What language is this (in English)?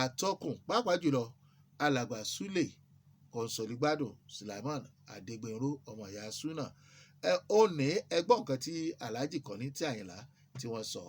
Yoruba